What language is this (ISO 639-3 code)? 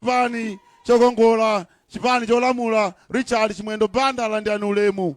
nya